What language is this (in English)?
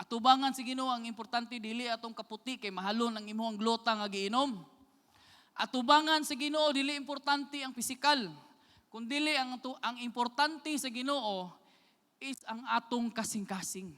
Cebuano